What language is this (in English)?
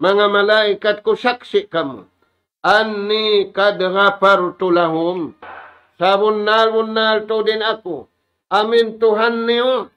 Tausug